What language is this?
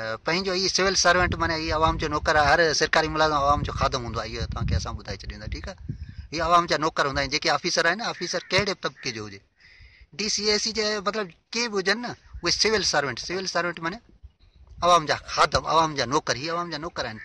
Sindhi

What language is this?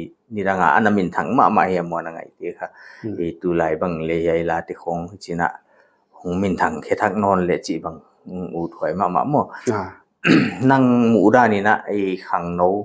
Paite Chin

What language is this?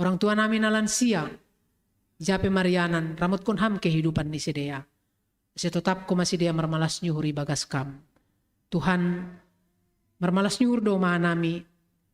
Batak Simalungun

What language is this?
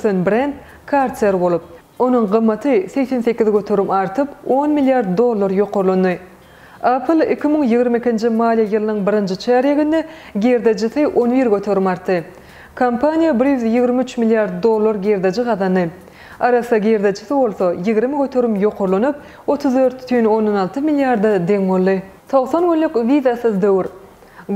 Turkmen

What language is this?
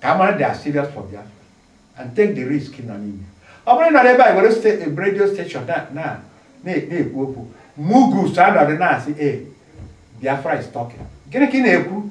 Igbo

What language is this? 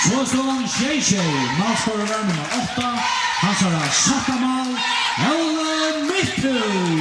Faroese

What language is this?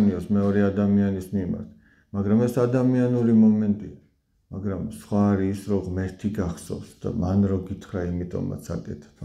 Georgian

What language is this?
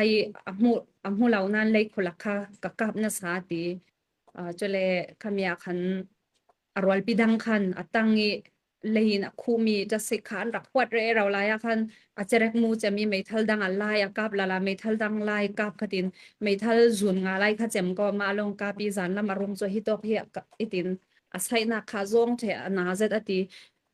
Falam Chin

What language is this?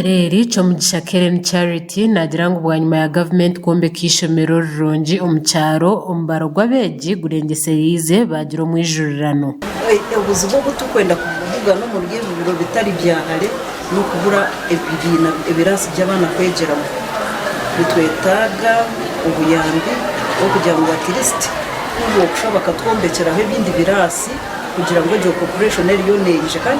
Nyankole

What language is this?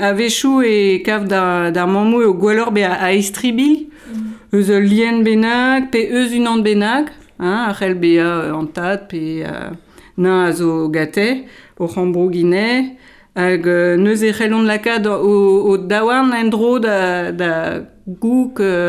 Breton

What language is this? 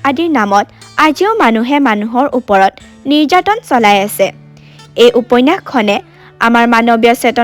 Assamese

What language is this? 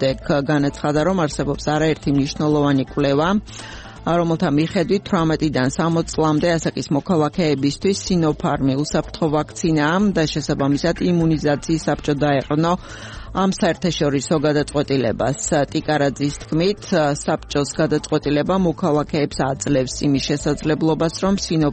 Georgian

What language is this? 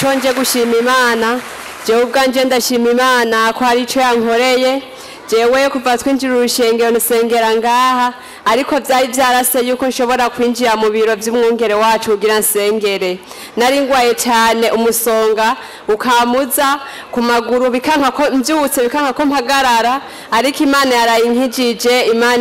Rundi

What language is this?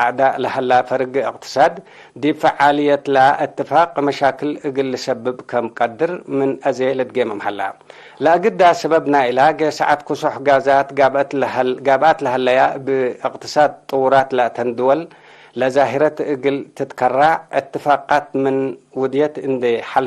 Tigre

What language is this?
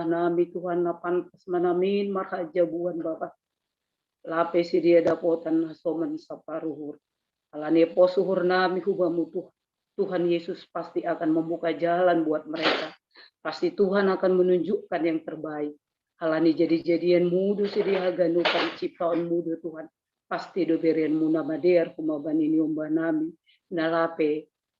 Batak Simalungun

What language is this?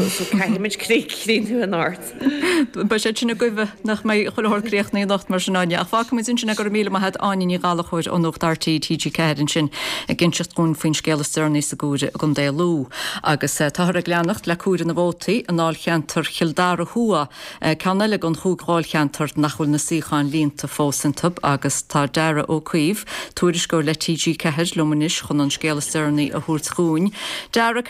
Irish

